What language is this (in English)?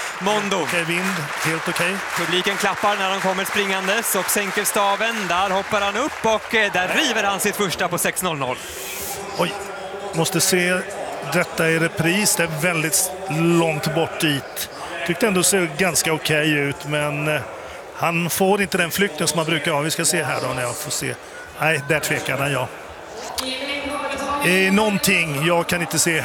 Swedish